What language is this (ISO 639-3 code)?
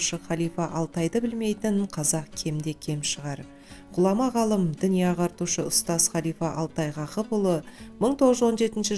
kaz